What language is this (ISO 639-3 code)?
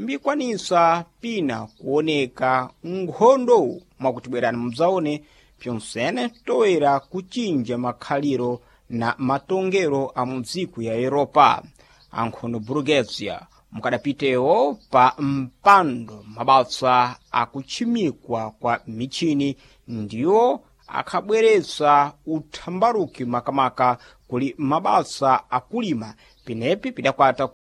seh